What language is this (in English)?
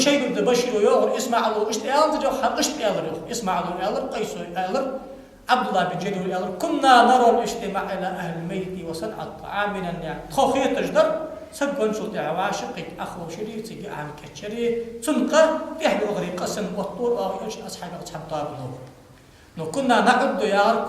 Ingush